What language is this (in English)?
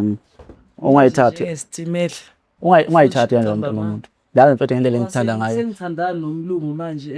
Zulu